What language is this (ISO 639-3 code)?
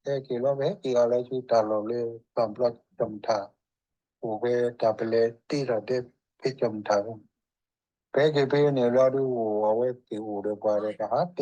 ksw